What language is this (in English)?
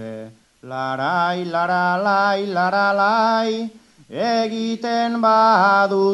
Basque